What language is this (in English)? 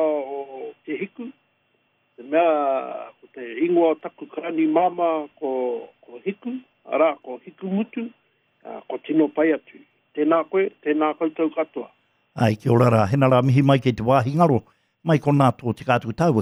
Māori